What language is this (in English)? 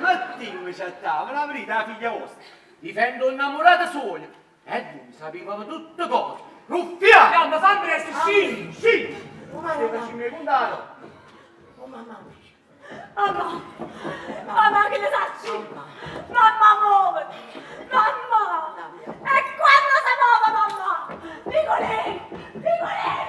Neapolitan